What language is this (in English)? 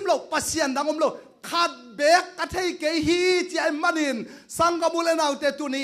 Tedim Chin